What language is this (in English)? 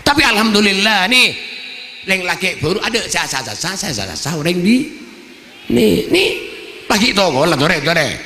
Madurese